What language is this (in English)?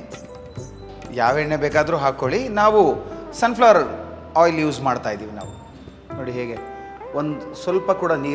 Kannada